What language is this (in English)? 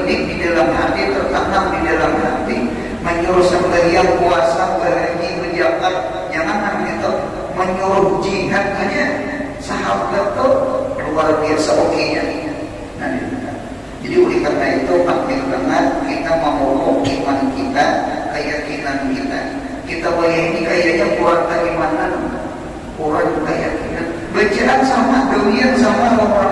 Banjar